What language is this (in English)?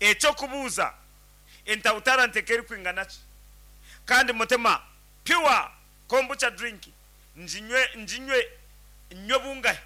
Nyankole